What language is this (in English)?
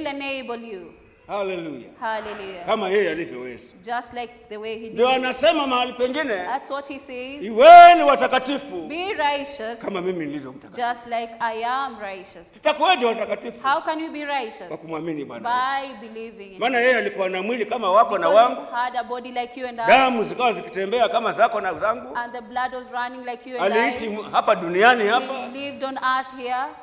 Swahili